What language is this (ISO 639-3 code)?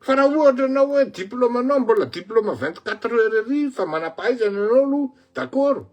mlg